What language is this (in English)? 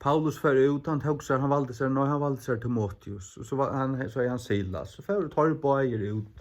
Faroese